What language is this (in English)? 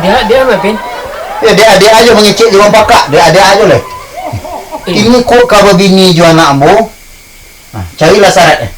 Minangkabau